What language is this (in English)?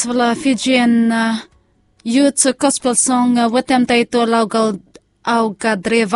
Bislama